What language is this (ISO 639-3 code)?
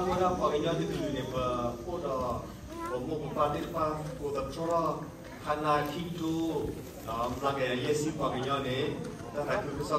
ksw